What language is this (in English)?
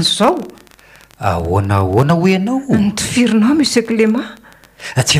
Malagasy